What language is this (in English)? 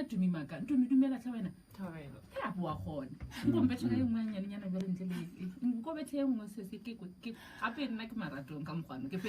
Northern Sotho